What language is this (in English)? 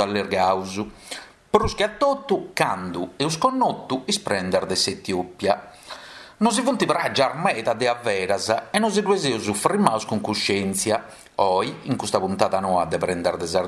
Sardinian